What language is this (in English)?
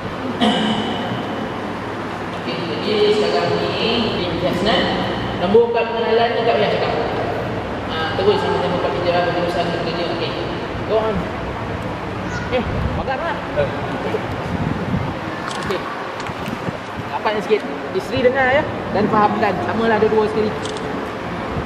Malay